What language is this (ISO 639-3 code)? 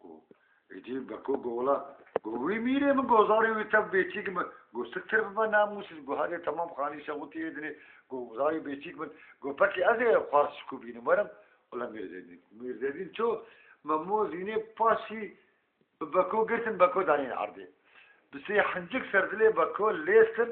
kur